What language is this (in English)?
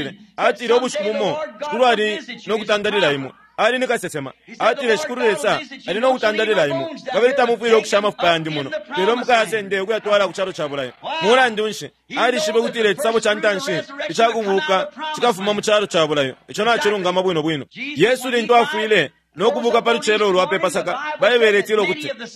Bemba